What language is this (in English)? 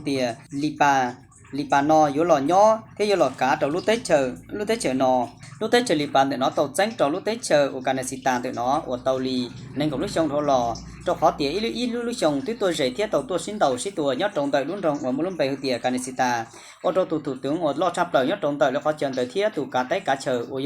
Hmong